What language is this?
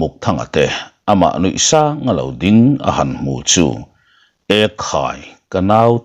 Mizo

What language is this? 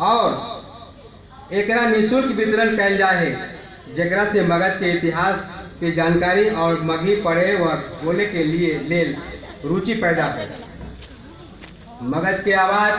Magahi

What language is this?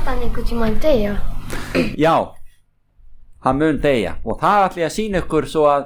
Icelandic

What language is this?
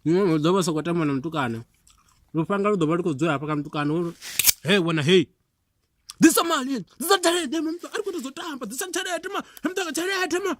Venda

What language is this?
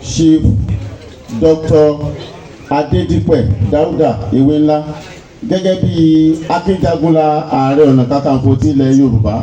Yoruba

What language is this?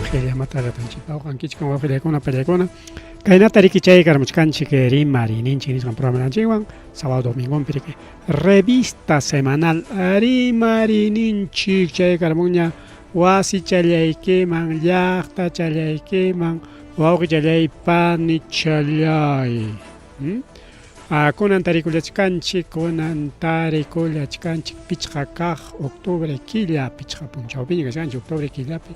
Ayacucho Quechua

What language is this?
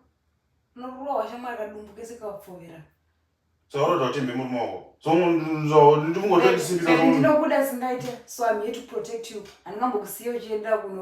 Shona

